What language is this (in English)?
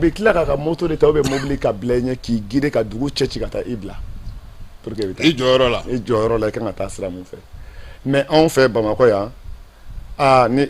Bambara